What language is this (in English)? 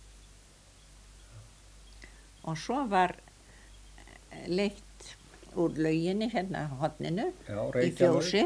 Icelandic